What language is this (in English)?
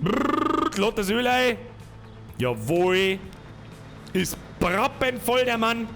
Bavarian